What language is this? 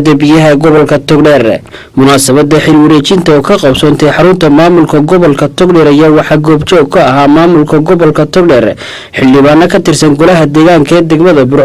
Somali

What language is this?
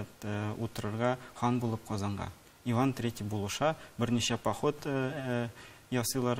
Tatar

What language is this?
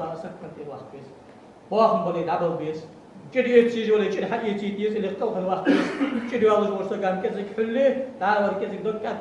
Ingush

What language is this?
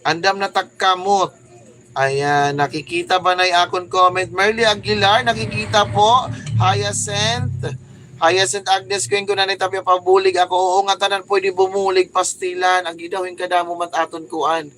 Waray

